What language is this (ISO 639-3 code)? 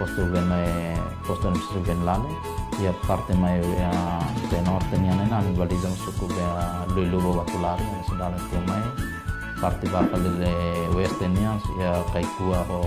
tet